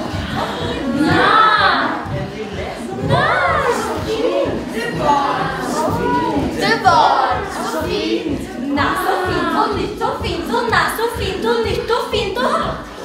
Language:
Norwegian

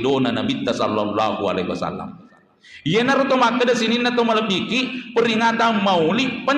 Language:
Buginese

